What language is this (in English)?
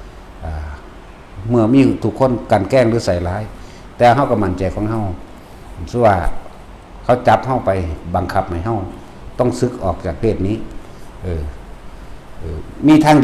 Northeastern Thai